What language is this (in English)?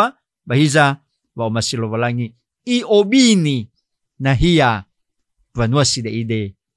Nias